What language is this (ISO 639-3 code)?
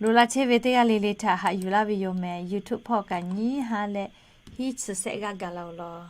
lhu